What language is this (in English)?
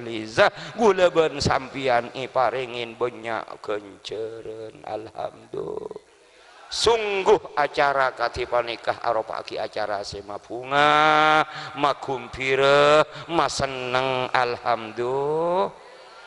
Madurese